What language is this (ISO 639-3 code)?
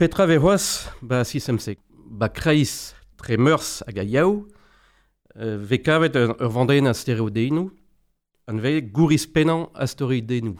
bre